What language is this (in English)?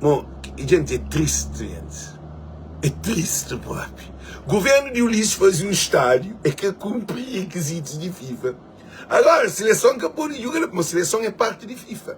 Kabuverdianu